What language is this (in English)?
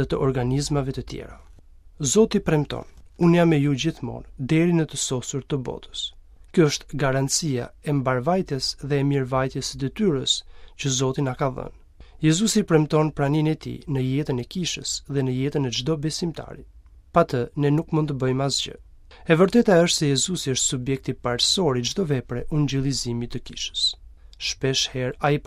Albanian